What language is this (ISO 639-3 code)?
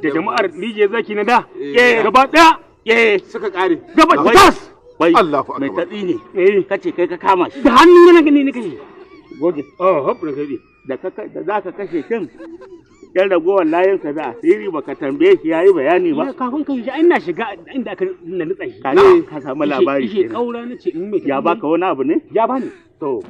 hau